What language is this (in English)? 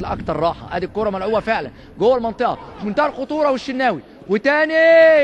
Egyptian Arabic